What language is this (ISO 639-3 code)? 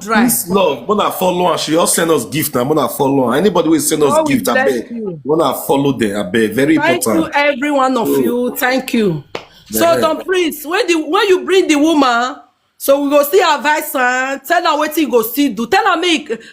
pcm